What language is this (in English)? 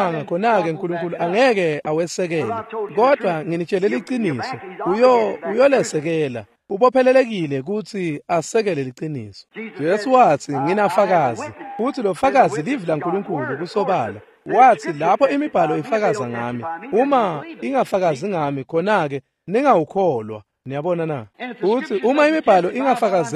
Swati